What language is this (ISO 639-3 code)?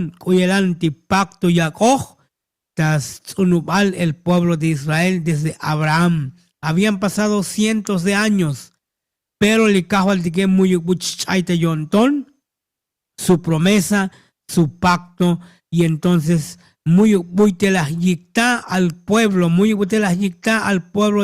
tzo